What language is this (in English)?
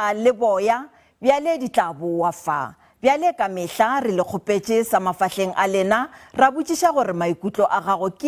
Northern Sotho